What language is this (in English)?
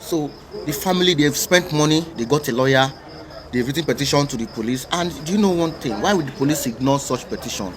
Igbo